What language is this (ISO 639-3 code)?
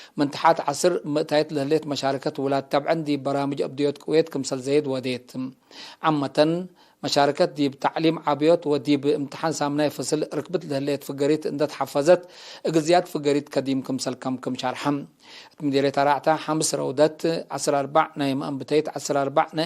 tig